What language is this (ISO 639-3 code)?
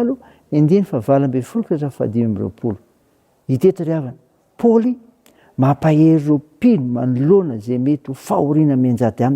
mlg